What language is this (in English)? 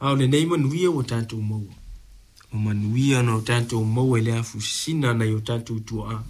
Samoan